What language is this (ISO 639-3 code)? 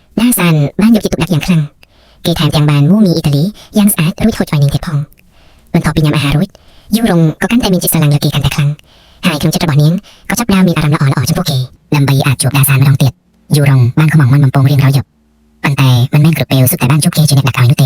khm